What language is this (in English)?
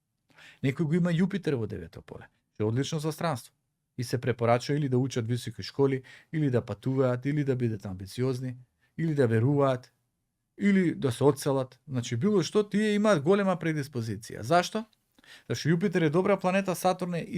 Macedonian